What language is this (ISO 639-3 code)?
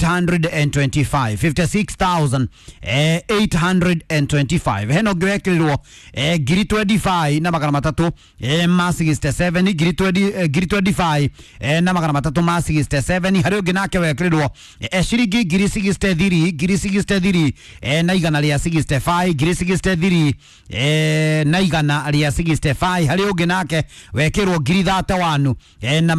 kik